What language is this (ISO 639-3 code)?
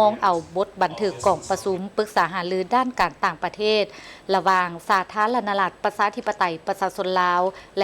lao